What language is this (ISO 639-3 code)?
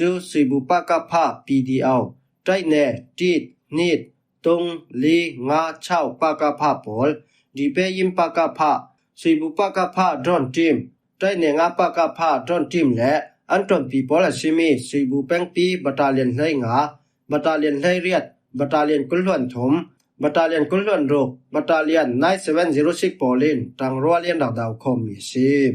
cfm